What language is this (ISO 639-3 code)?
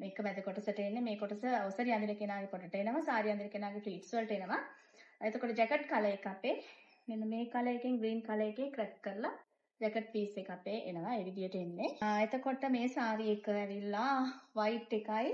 sin